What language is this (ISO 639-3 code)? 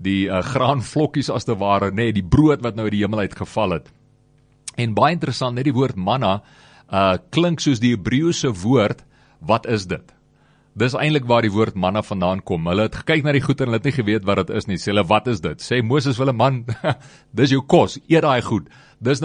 afr